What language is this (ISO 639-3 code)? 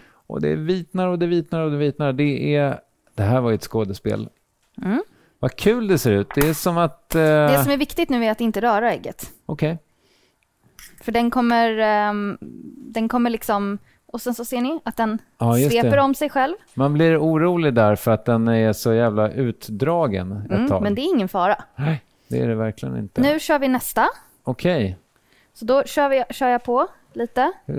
swe